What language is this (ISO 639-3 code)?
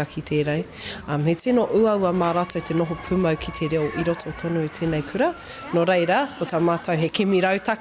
mri